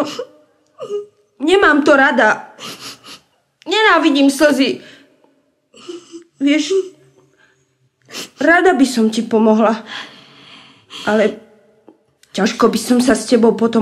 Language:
Slovak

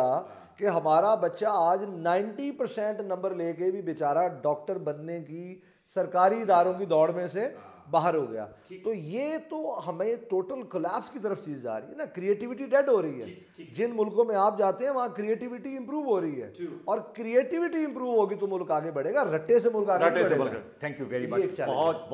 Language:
Urdu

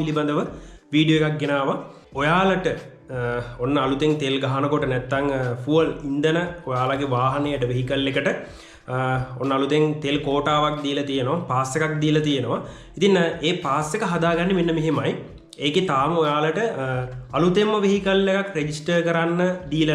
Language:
Sinhala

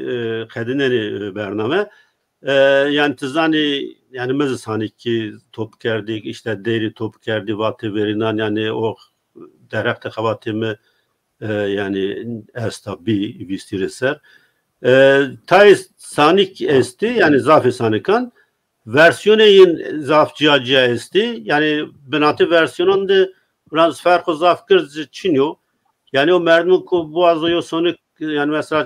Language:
Zaza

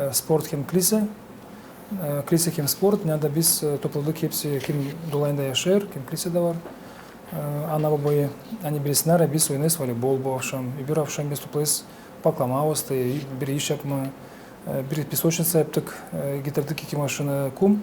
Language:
Gagauz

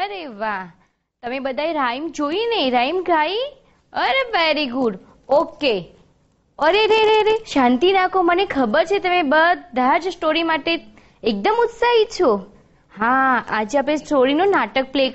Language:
Gujarati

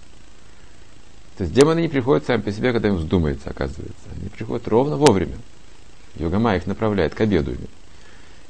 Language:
Russian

